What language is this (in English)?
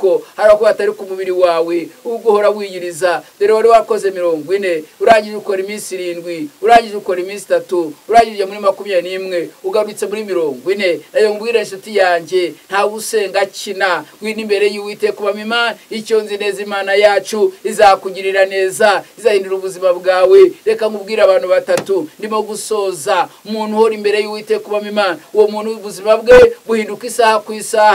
Kinyarwanda